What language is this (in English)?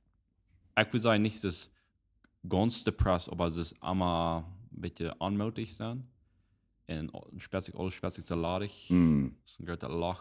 Plautdietsch